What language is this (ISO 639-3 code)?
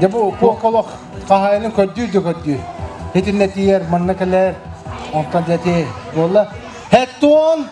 sah